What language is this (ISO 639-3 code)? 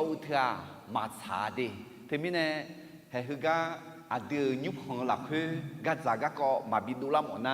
ahk